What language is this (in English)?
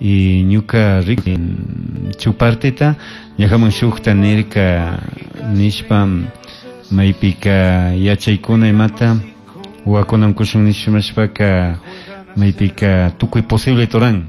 Chimborazo Highland Quichua